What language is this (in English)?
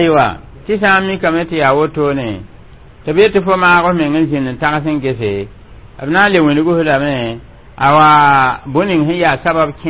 Mossi